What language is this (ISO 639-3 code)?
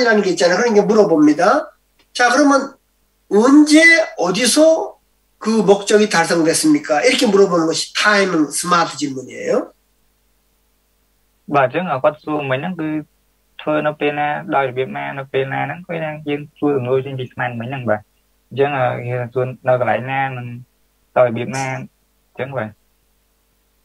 kor